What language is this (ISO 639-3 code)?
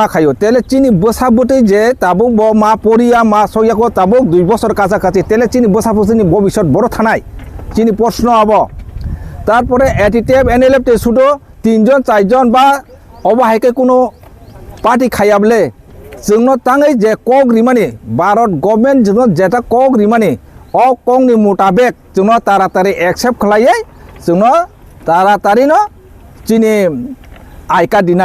trp